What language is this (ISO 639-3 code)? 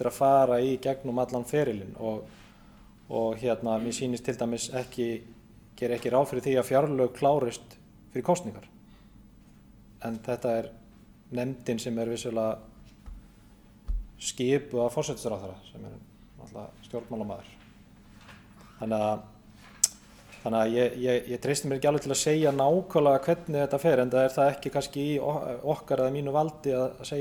isl